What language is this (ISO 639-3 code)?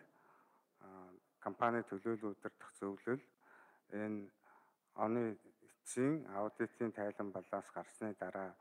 mon